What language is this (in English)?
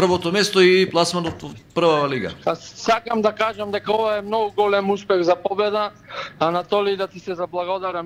Macedonian